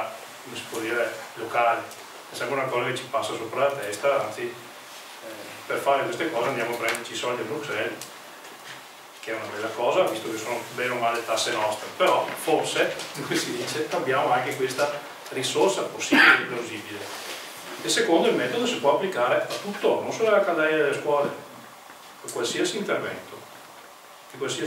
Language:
Italian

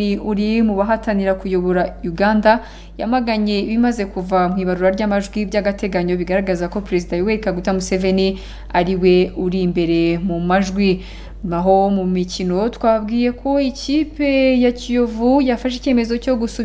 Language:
Kinyarwanda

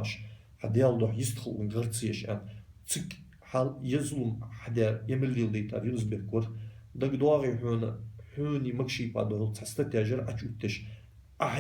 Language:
Ingush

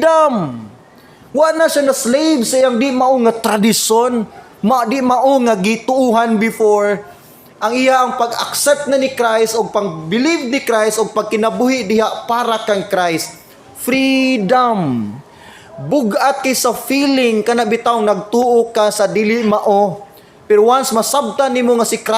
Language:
Cebuano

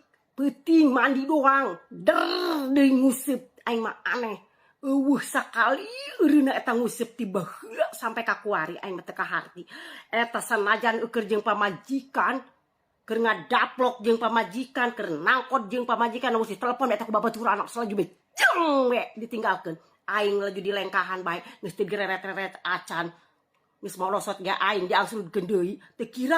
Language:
Sundanese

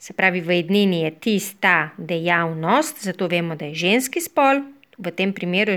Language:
Slovenian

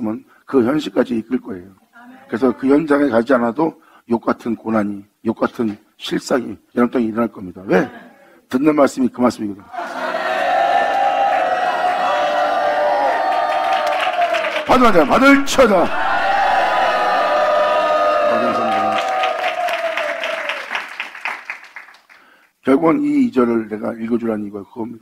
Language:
Korean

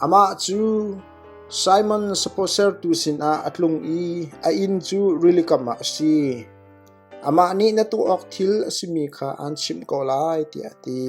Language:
Hakha Chin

